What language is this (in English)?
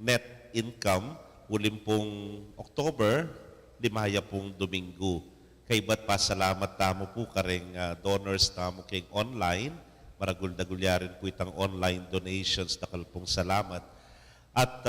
Pampanga